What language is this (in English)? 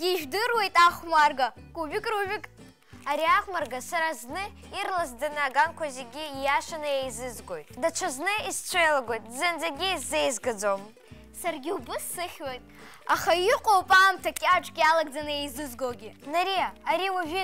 Abkhazian